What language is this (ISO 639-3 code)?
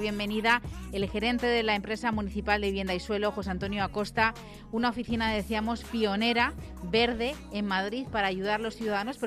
spa